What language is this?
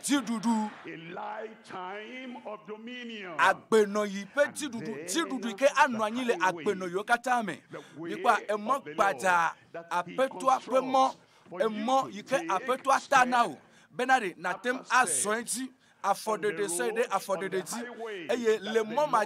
Ewe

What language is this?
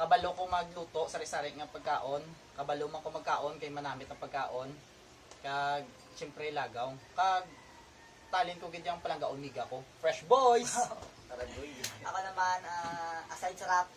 Hiligaynon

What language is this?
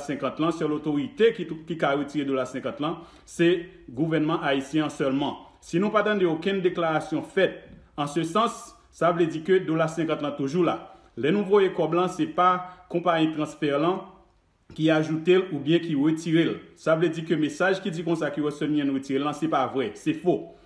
Haitian Creole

